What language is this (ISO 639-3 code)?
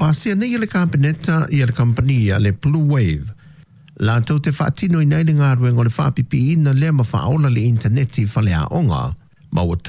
smo